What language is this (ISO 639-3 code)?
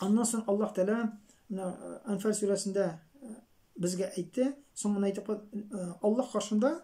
tat